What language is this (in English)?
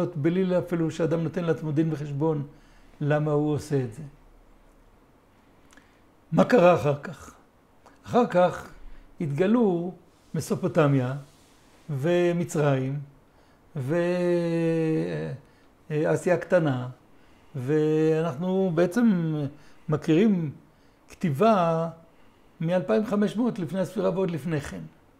Hebrew